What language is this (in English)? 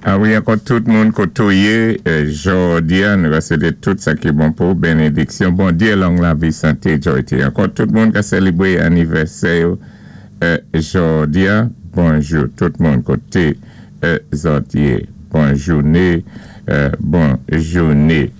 Saint Lucian Creole French